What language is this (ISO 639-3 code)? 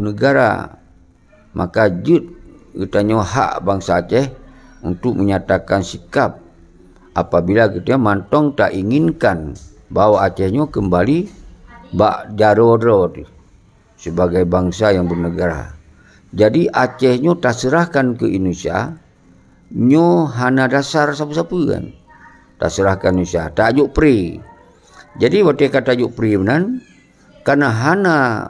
ace